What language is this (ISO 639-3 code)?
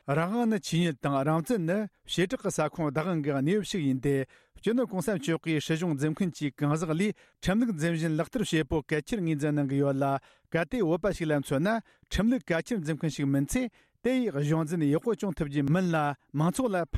bod